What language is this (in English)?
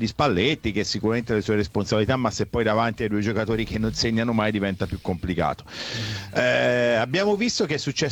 Italian